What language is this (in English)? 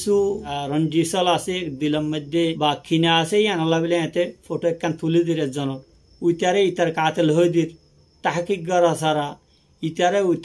Rohingya